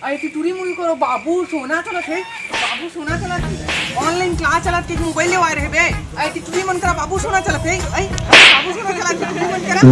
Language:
Chhattisgarhi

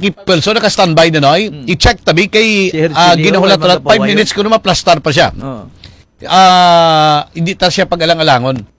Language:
Hiligaynon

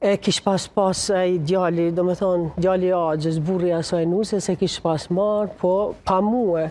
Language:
Albanian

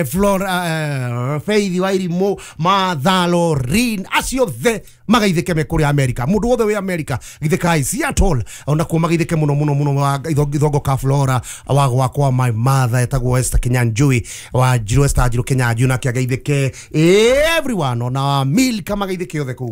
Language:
Kikuyu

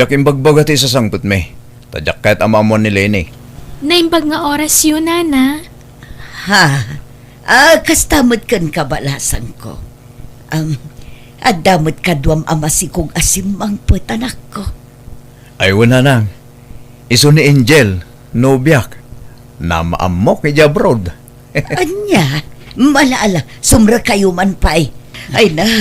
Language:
Iloko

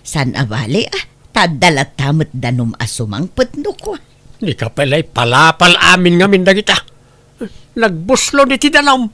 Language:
Iloko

